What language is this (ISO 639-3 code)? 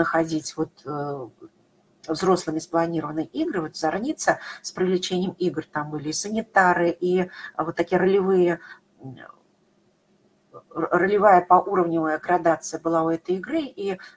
rus